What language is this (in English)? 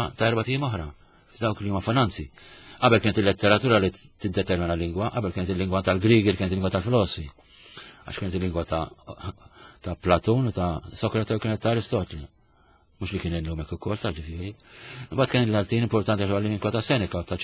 Maltese